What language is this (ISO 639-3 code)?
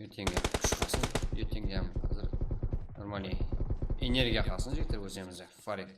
kaa